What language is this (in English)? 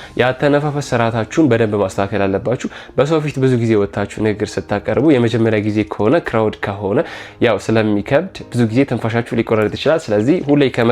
Amharic